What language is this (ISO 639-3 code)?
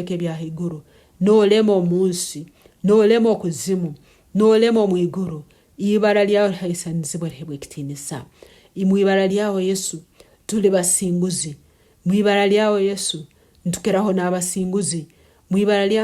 nyn